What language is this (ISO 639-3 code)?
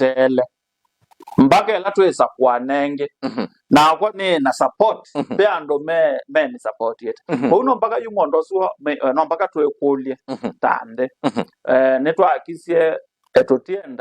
kam